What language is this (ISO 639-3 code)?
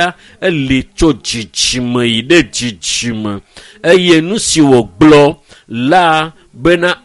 ewe